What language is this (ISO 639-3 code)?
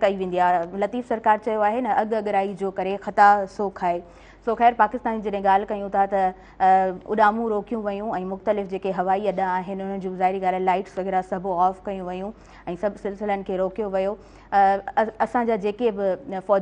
snd